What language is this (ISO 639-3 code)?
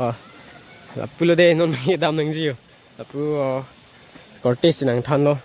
mjw